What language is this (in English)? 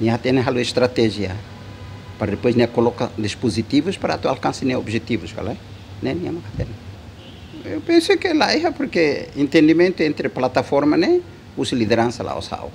Tetum